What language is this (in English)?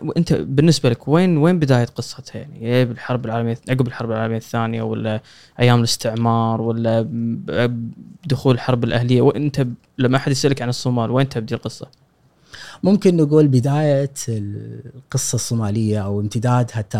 Gulf Arabic